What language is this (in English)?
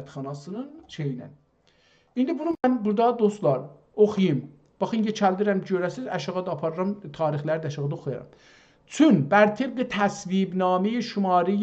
South Azerbaijani